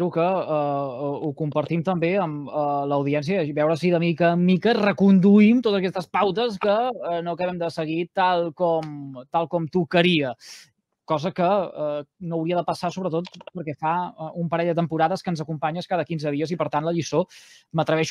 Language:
Catalan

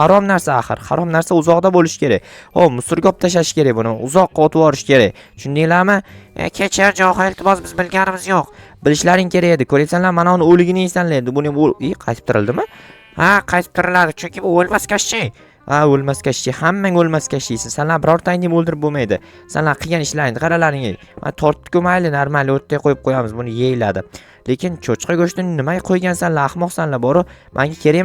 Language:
Uzbek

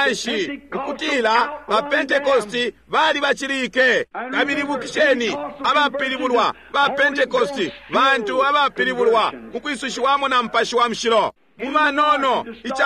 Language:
Bemba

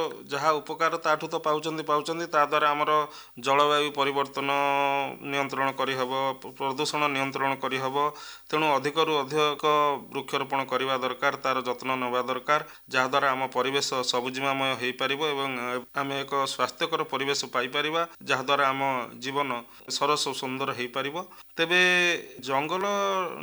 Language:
Odia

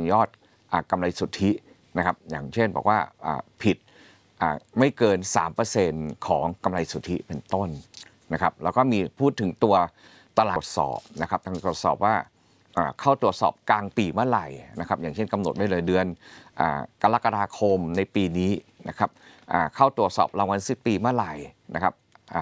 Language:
Thai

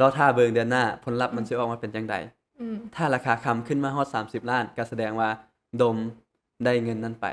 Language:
Lao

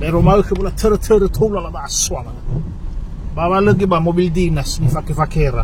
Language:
Nias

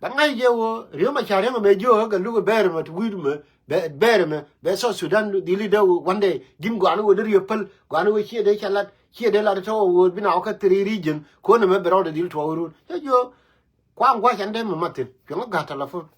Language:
Nuer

